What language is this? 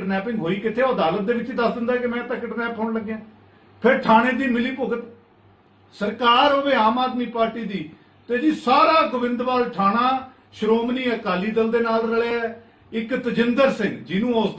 Punjabi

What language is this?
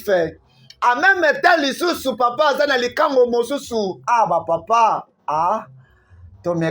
Lingala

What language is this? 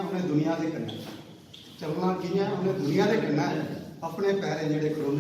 Dogri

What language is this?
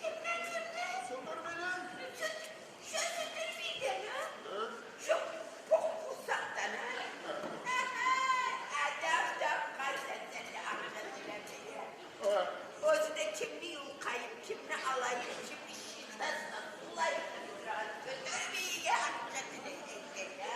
Kumyk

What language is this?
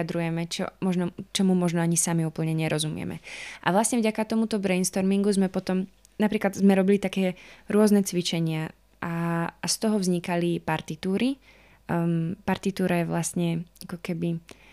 Slovak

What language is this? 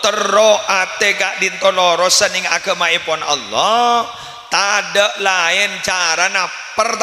Madurese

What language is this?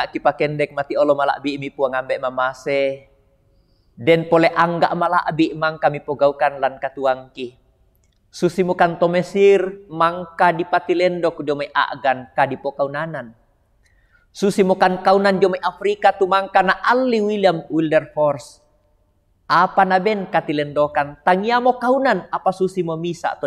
Toraja-Sa'dan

